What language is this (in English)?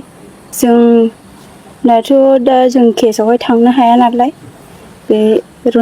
Bodo